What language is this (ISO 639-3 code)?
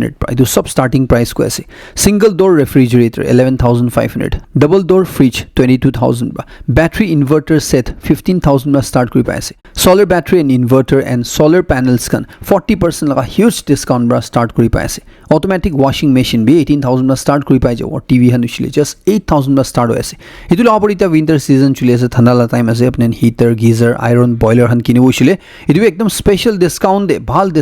nag